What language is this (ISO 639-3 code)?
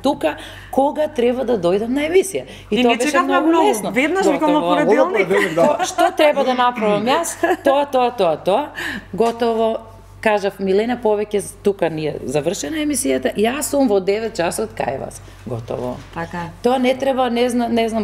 mkd